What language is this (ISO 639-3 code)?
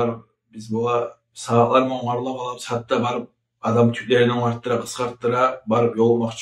kum